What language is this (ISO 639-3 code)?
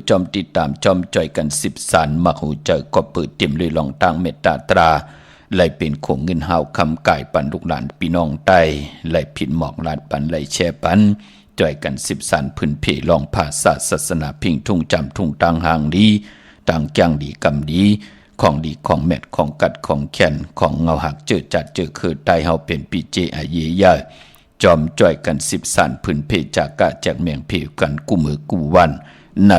shn